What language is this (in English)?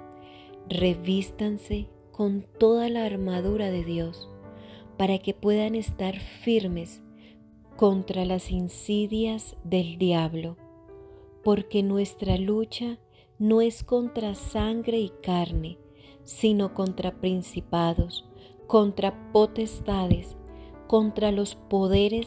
Spanish